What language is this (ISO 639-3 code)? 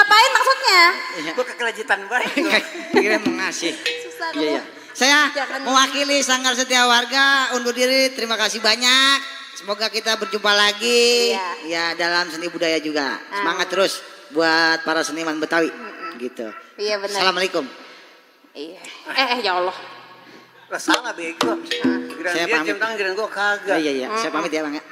bew